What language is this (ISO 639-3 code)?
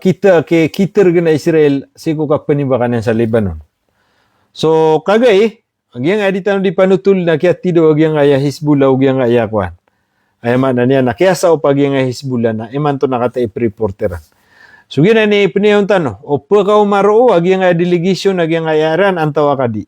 mrw